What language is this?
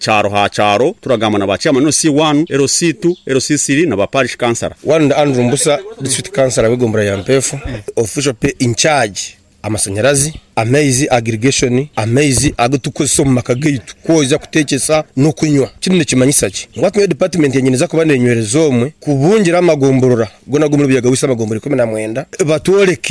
Nyankole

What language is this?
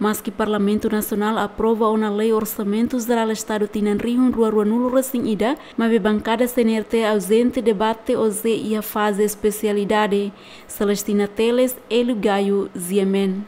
Tetum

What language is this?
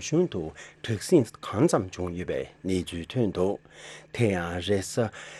Tibetan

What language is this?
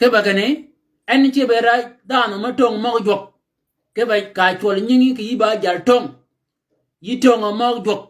Shilluk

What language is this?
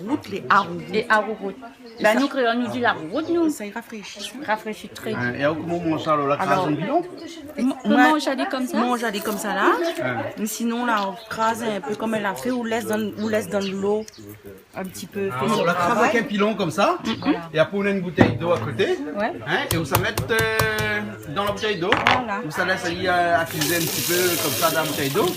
Réunion Creole French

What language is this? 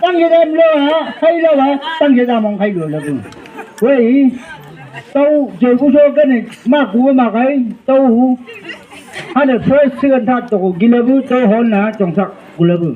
Chang Naga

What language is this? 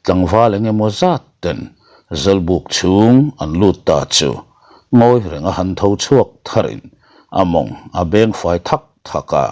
Mizo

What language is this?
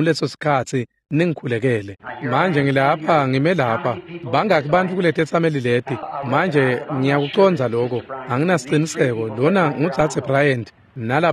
Swati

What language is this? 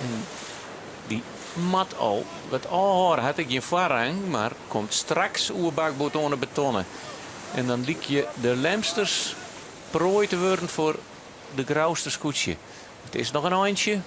Western Frisian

